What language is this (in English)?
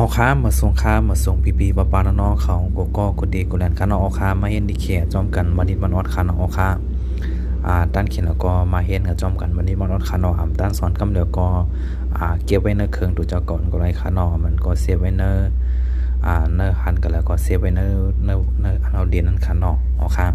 Shan